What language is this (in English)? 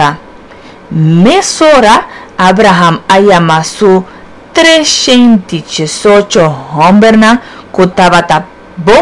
Papiamento